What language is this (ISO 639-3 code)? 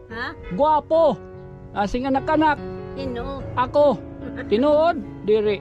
war